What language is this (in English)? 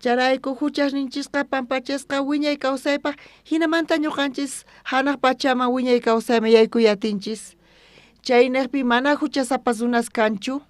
South Bolivian Quechua